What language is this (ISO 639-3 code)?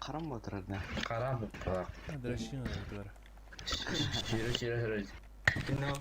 sah